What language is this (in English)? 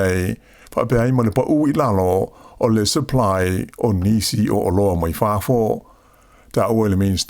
Samoan